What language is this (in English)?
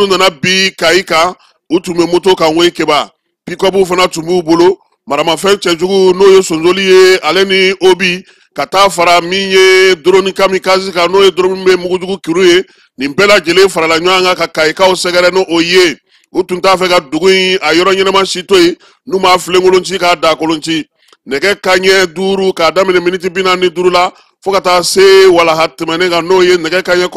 Bambara